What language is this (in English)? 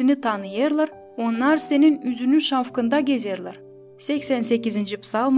Gagauz